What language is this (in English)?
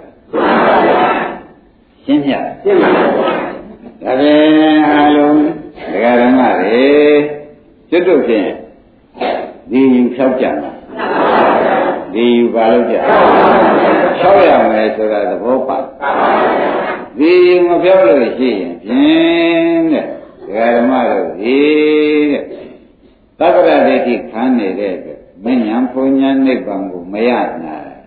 Burmese